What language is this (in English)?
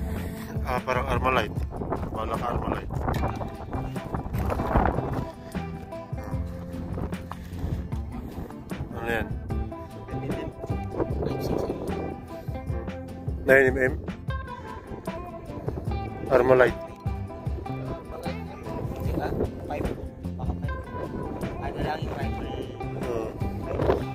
Filipino